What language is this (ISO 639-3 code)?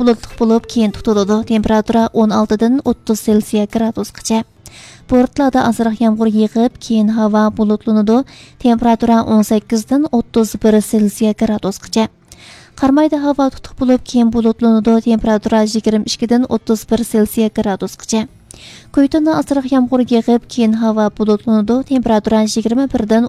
uig